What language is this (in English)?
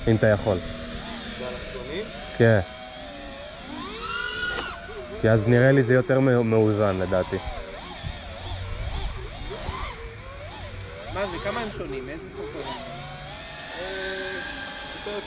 Hebrew